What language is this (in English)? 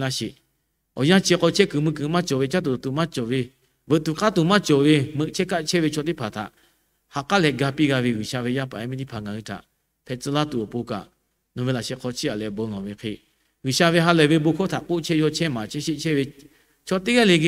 Lahu